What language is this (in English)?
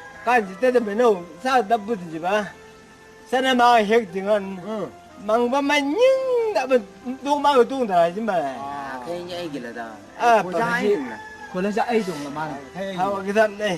Chang Naga